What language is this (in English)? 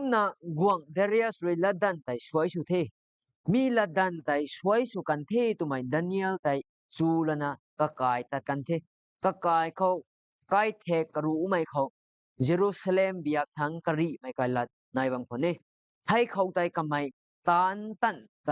Rongmei Naga